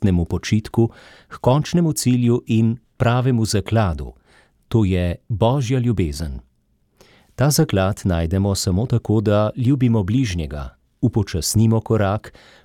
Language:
Slovenian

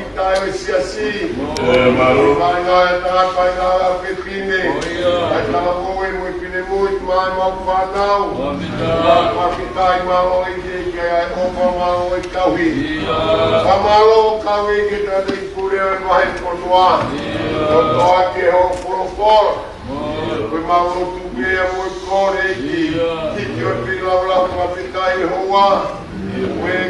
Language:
Tongan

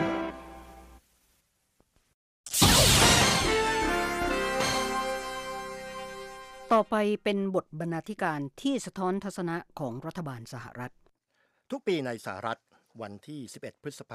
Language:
Thai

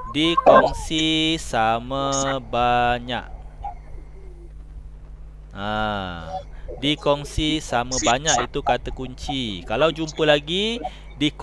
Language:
Malay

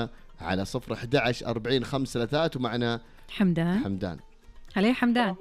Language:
Najdi Arabic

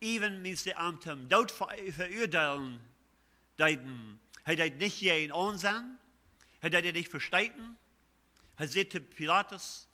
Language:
Plautdietsch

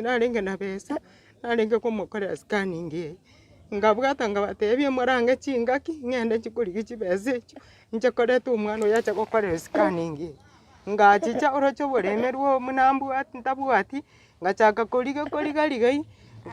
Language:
Gusii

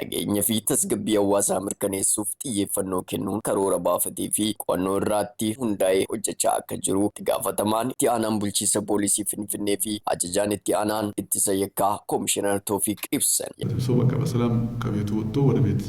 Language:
Oromo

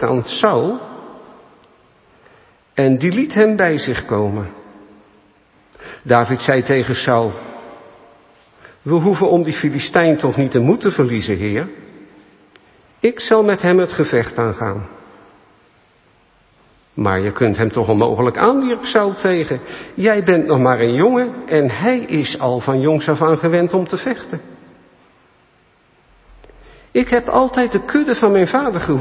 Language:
Dutch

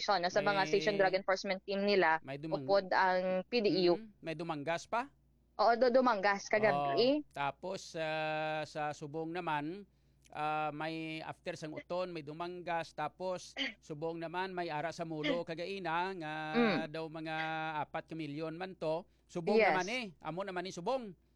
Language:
Hiligaynon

